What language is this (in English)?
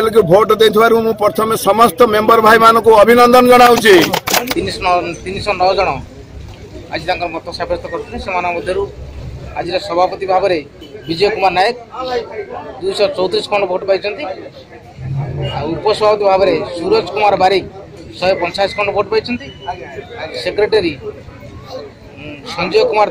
Odia